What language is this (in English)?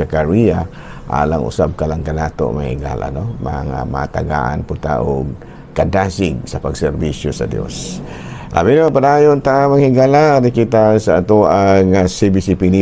Cebuano